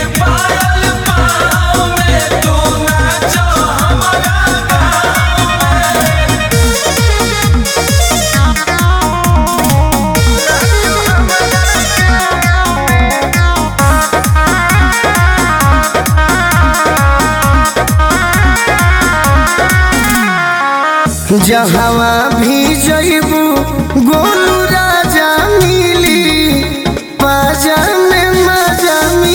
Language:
Bhojpuri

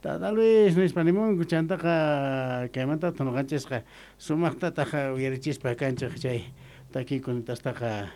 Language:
Quechua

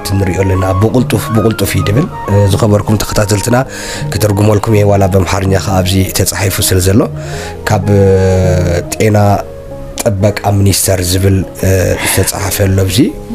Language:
Tigrinya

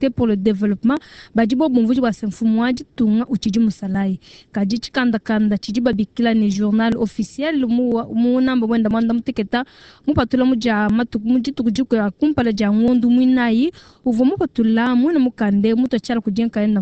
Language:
Luba-Lulua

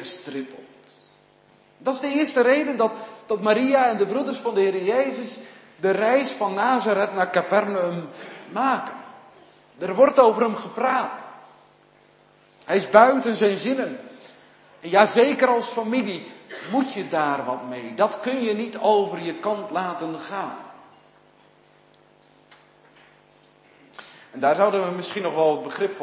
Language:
Dutch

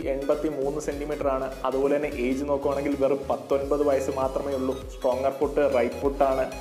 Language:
Malayalam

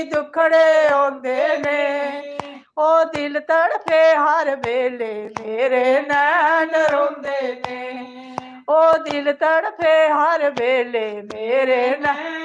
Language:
Dogri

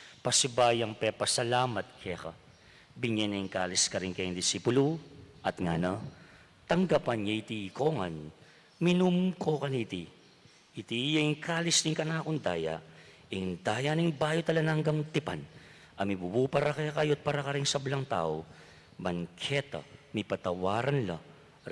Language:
Pampanga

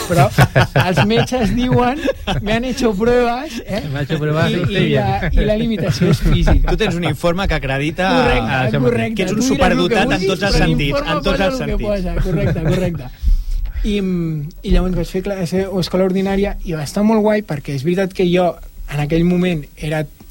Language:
Catalan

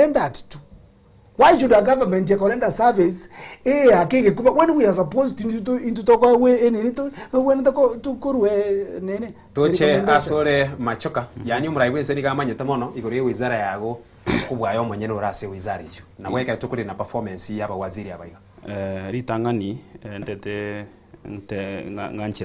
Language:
Gusii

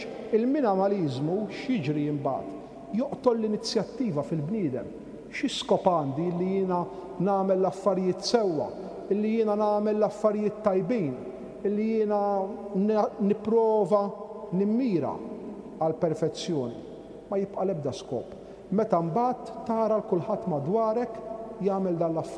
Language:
Maltese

